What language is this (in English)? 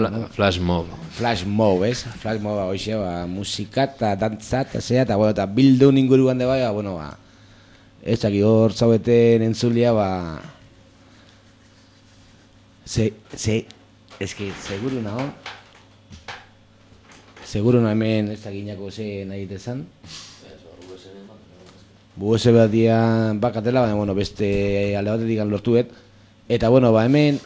Basque